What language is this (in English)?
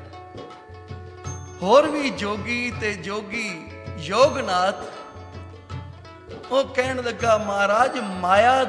Punjabi